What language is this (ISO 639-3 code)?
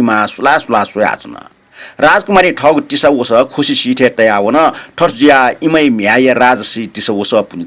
new